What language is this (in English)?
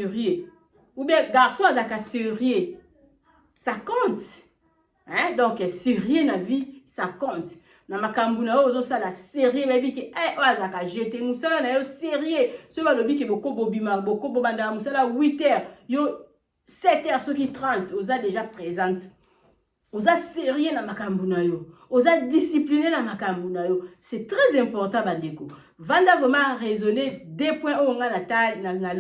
Lingala